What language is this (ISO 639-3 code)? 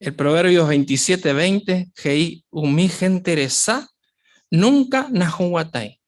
grn